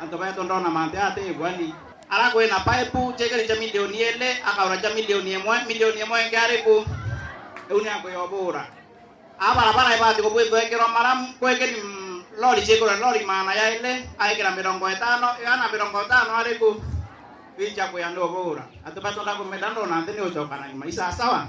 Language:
Meru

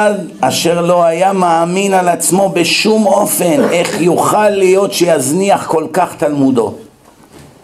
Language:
Hebrew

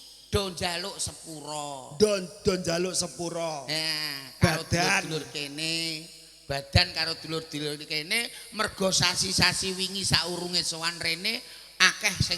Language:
Javanese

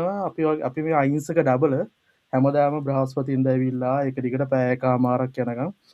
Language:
Sinhala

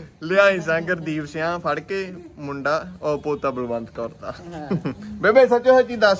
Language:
Punjabi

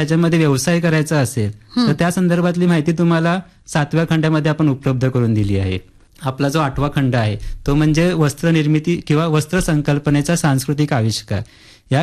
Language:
Marathi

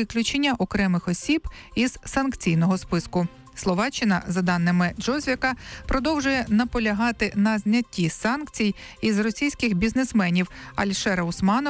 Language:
Ukrainian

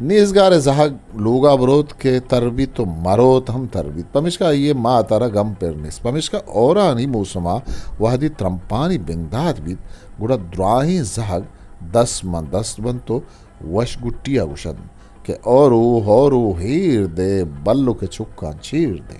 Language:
Eastern Balochi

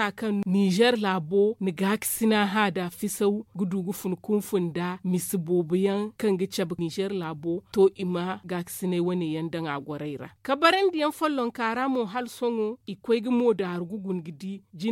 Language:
Zarma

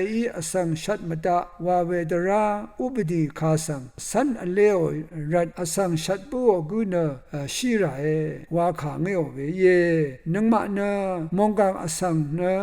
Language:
Rawang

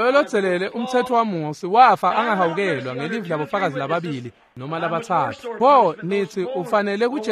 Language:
Swati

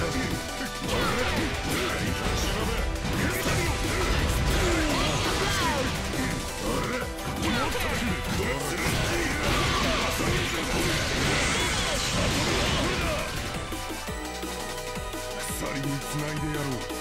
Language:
Japanese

